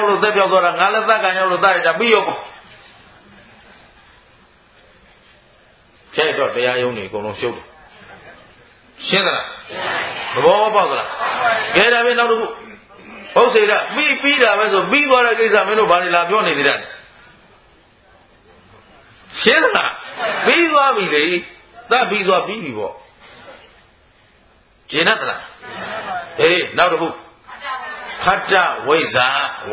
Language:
Burmese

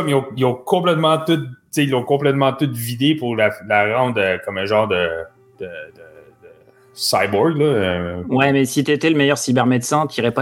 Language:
French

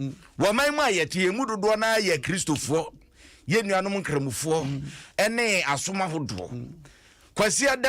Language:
Akan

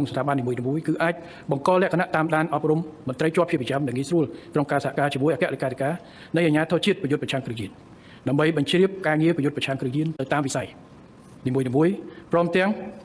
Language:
Khmer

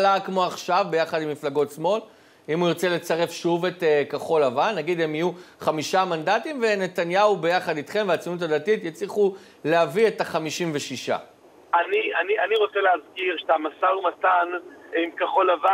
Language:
Hebrew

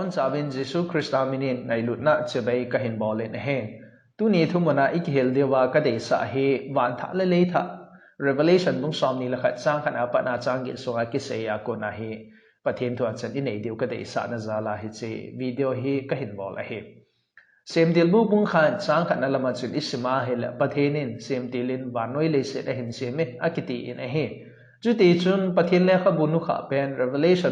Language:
Thado Chin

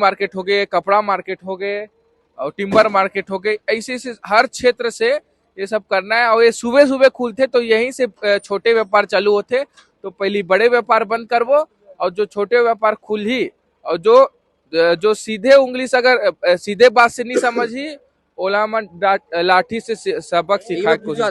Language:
Chhattisgarhi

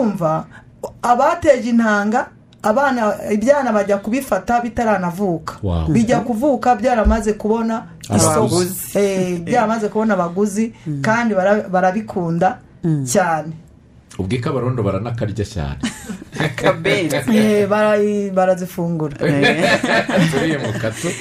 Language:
Kinyarwanda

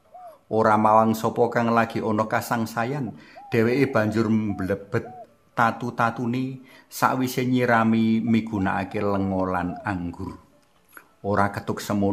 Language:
Javanese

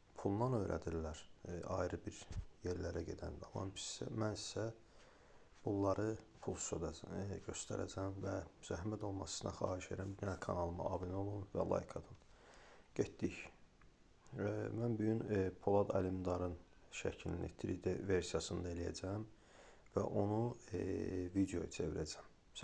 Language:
Azerbaijani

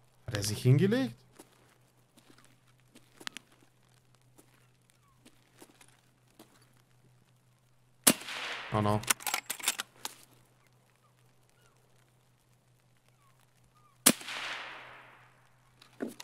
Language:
German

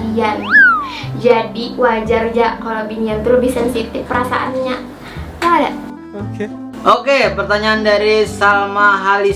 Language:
Banjar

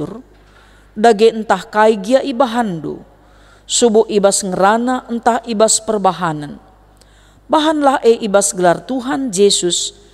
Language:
Batak Karo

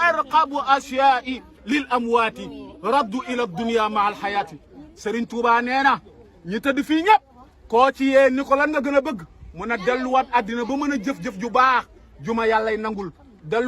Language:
Wolof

